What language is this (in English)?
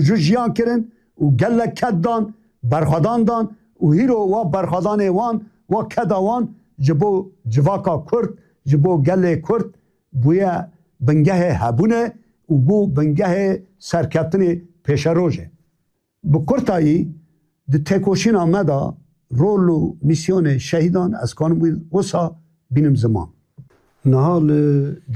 Kurdish